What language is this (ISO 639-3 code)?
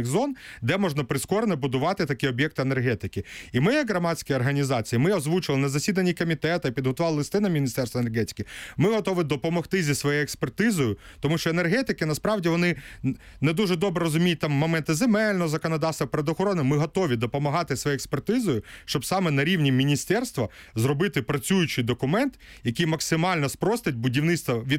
ukr